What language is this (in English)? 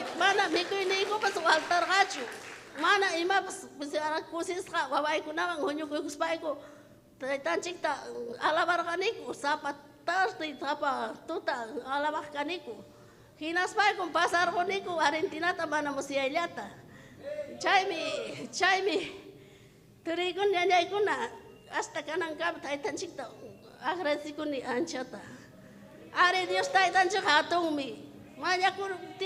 Ayacucho Quechua